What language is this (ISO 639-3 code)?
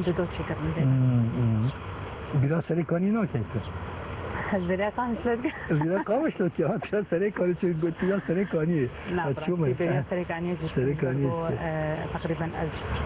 kur